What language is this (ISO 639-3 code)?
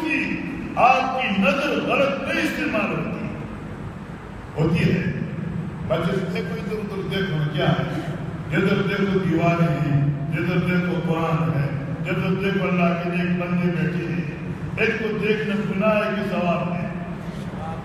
urd